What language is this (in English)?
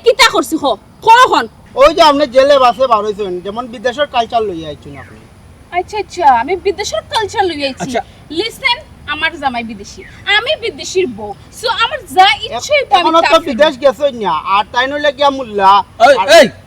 Sylheti